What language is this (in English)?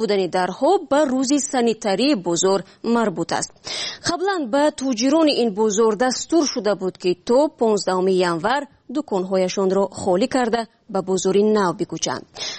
Persian